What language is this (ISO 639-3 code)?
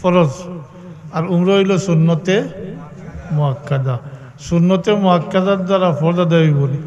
syl